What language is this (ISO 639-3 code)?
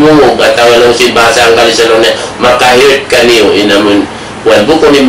tsg